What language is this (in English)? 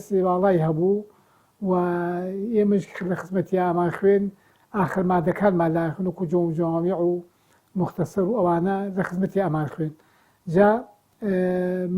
Central Kurdish